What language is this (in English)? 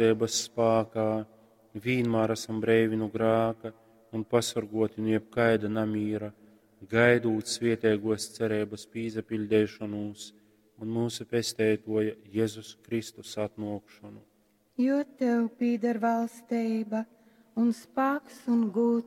Latgalian